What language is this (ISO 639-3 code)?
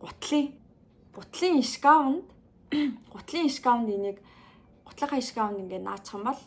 mon